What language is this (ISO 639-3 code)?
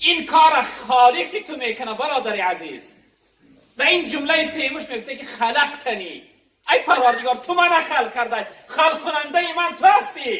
tgk